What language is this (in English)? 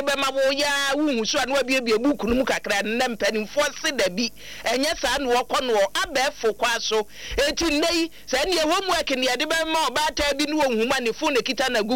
Akan